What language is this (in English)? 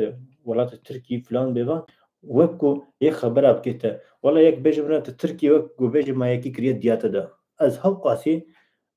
Kurdish